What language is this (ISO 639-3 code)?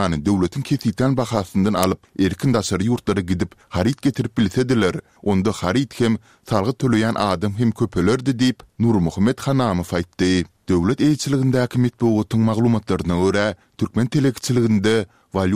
tuk